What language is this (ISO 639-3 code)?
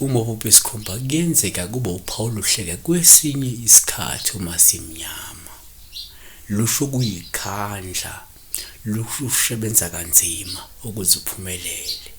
zul